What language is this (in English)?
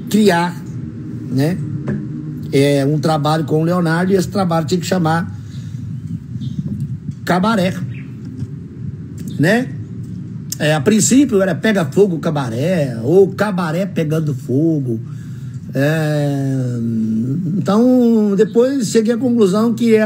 Portuguese